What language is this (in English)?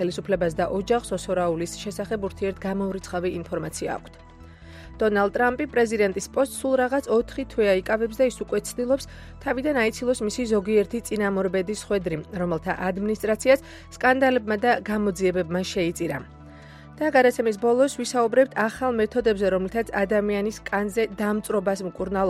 Georgian